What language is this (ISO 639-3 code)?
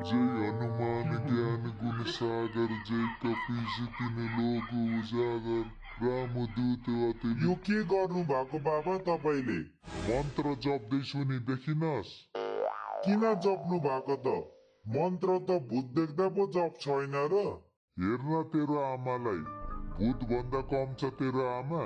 nep